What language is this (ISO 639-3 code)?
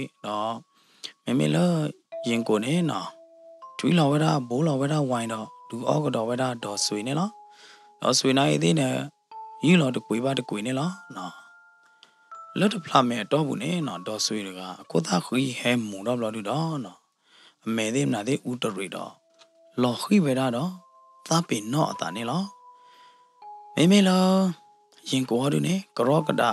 ksw